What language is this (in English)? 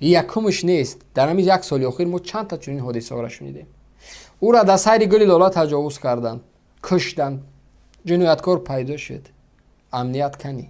Tajik